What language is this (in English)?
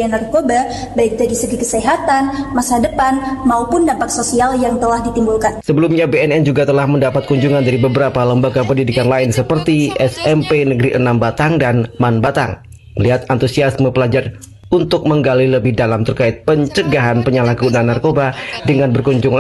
Indonesian